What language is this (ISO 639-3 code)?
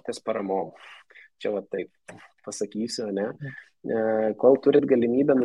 lit